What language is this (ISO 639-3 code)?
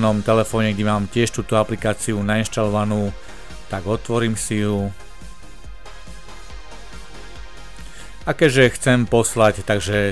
slk